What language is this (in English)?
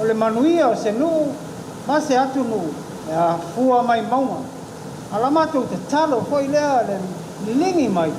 Samoan